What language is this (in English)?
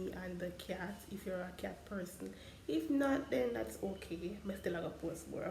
Jamaican Creole English